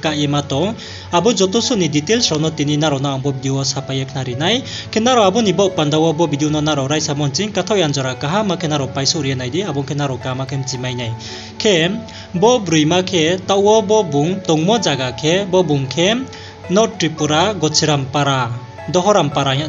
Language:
Riang (India)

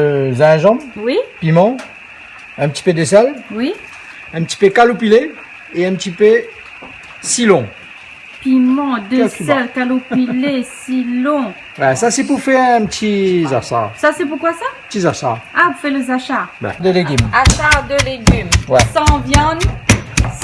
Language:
Réunion Creole French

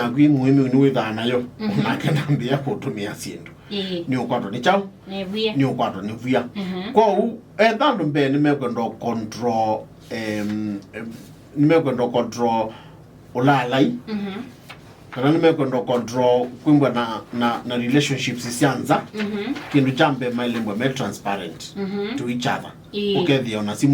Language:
Kamba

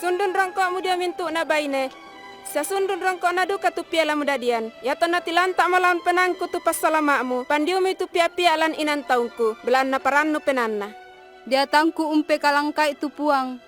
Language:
Toraja-Sa'dan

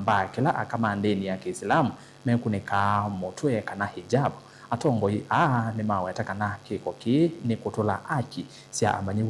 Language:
Kamba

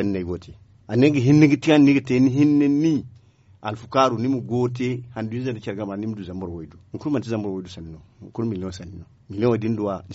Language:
Zarma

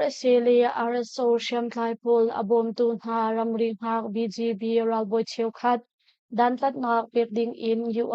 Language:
Hakha Chin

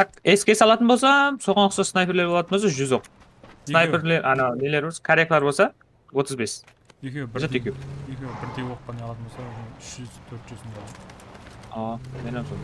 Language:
Kara-Kalpak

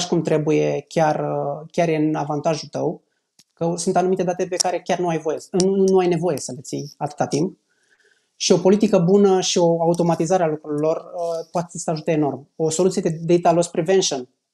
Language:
Romanian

